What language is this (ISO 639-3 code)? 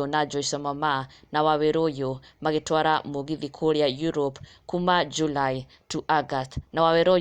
kik